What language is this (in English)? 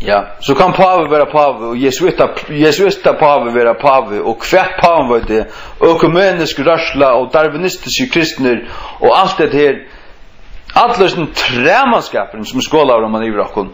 Faroese